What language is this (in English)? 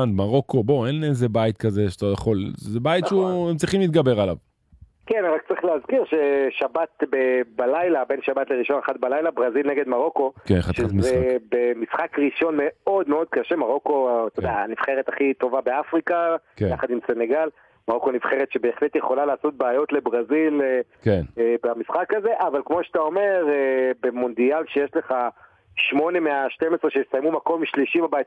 Hebrew